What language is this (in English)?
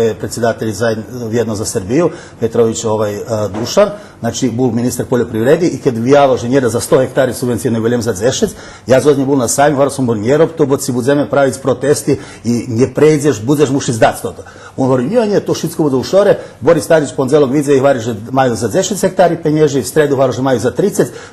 Rusyn